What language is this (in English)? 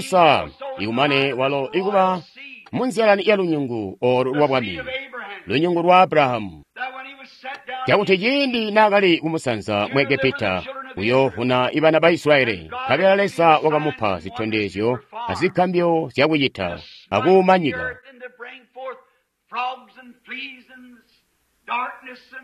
Tonga (Zambia)